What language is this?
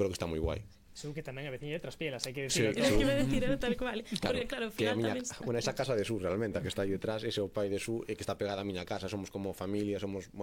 Galician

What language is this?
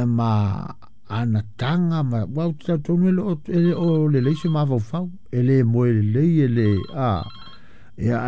Samoan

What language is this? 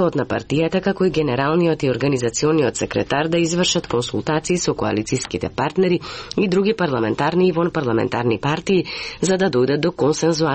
Macedonian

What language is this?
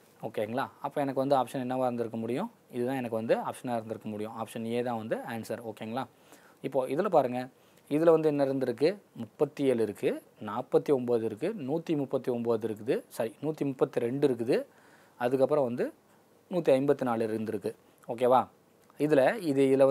Tamil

